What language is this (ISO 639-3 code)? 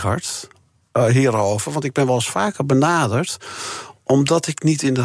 nld